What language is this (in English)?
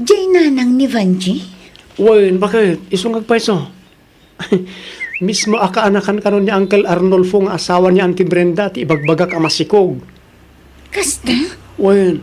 Iloko